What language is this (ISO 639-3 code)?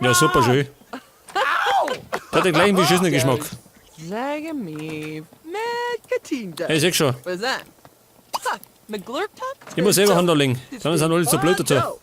bar